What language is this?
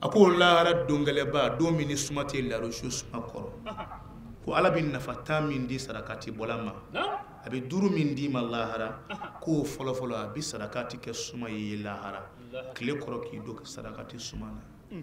Bambara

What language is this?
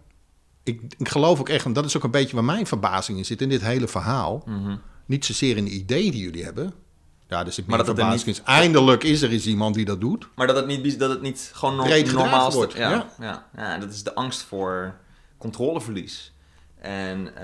Dutch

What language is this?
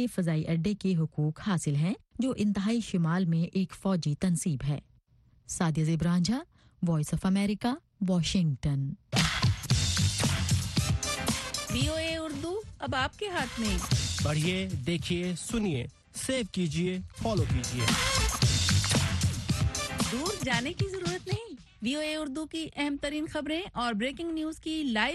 Urdu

